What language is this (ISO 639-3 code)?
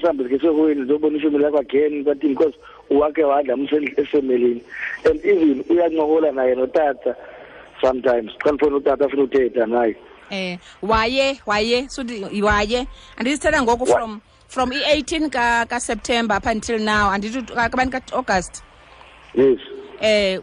xho